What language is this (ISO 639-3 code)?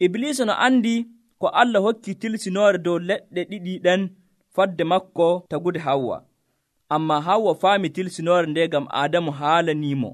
fuv